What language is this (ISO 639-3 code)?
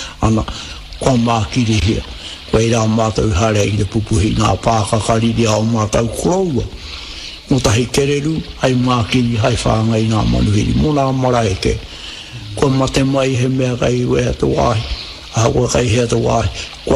mri